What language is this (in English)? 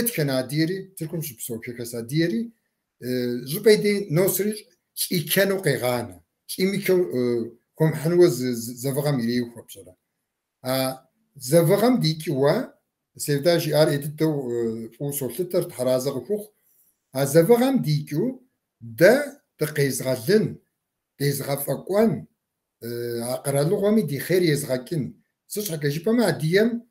Kabardian